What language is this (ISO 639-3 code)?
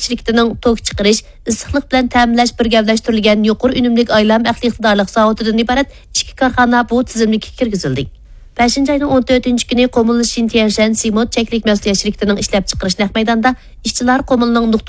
uig